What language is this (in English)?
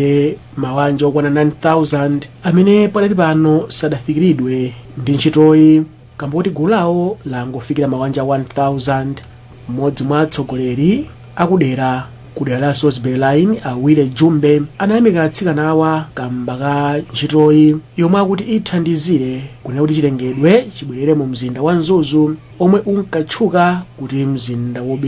Nyanja